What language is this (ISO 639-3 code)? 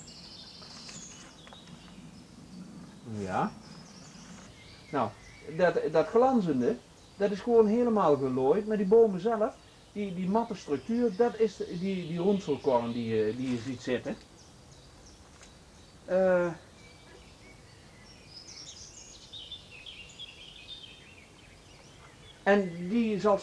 nld